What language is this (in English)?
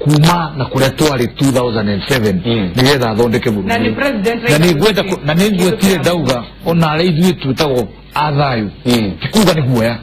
Kikuyu